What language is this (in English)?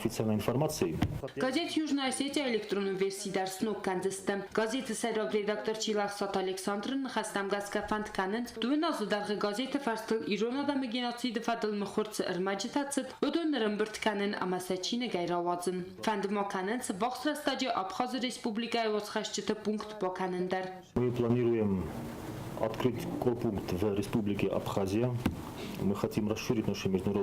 Ossetic